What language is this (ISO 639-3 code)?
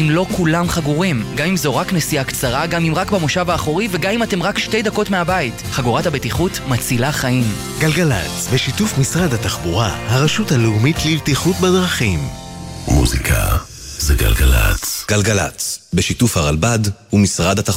heb